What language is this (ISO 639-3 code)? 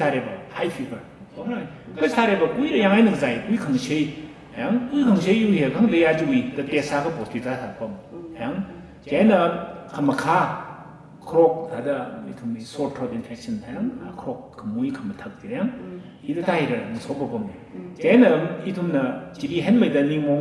nmf